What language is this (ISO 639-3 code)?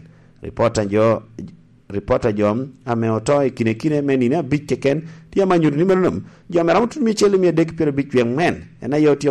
laj